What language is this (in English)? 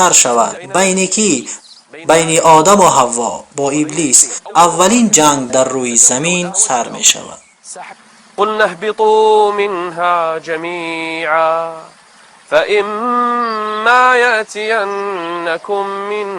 Tajik